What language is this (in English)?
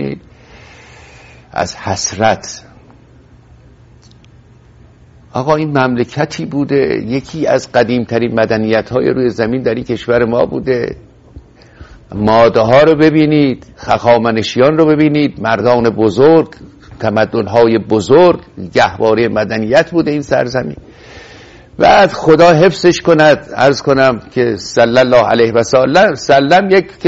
Persian